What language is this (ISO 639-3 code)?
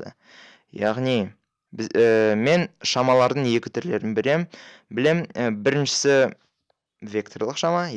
kaz